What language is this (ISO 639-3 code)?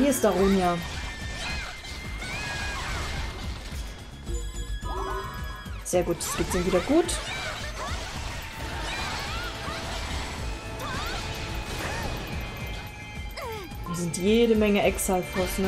deu